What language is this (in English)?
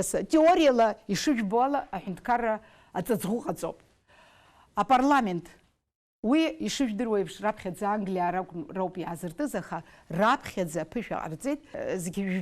Abkhazian